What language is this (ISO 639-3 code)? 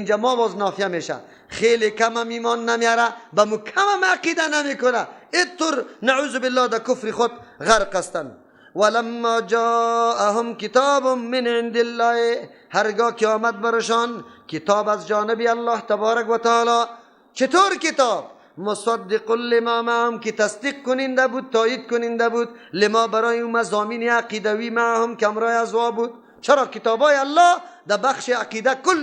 fas